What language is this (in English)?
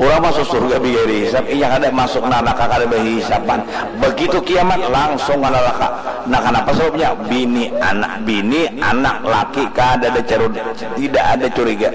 Banjar